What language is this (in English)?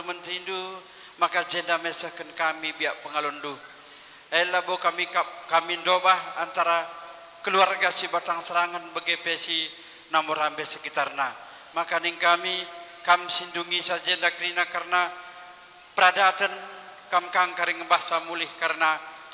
Batak Karo